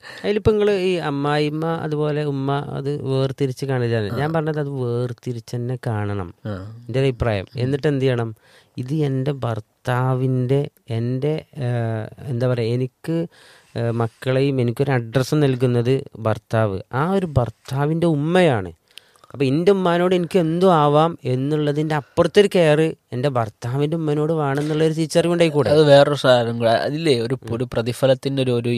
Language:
Malayalam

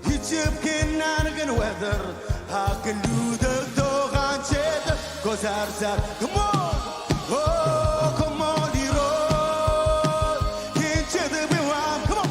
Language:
Marshallese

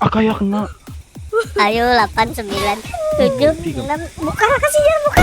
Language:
Banjar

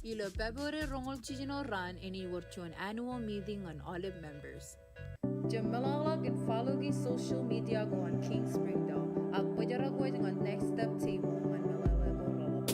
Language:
Marshallese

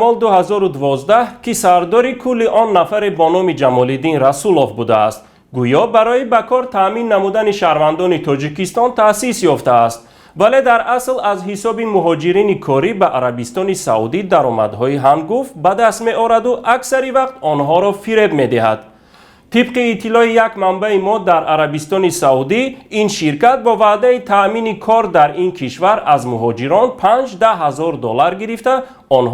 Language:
Tajik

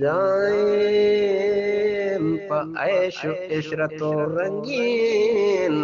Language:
Eastern Balochi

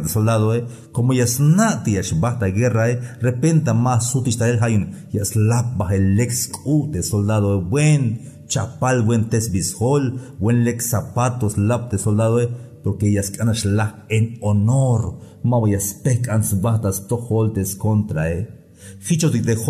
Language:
Tzeltal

